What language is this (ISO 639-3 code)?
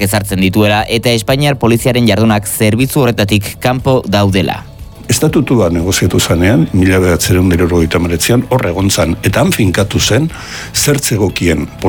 eus